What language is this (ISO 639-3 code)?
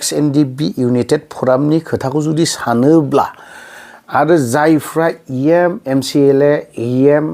brx